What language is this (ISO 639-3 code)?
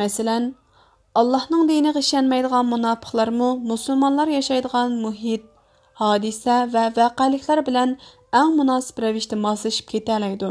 uig